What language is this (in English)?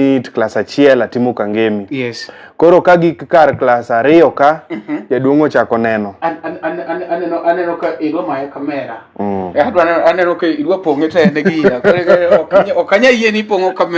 Luo (Kenya and Tanzania)